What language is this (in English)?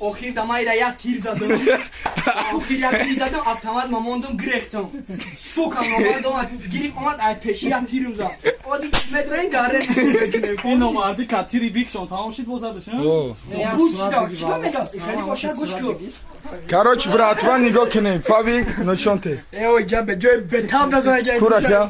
Tajik